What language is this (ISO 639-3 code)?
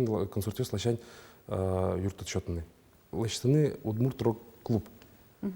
udm